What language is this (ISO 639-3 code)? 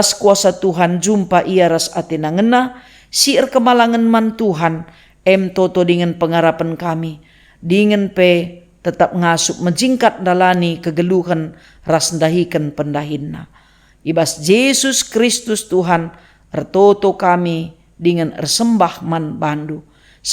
btx